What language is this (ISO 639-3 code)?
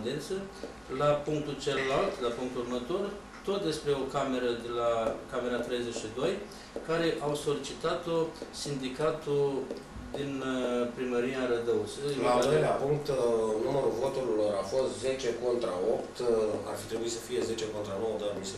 ron